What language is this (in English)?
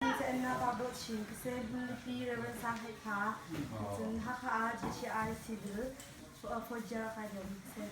Hakha Chin